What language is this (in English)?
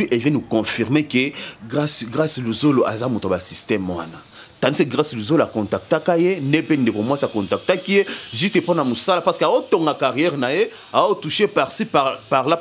Lingala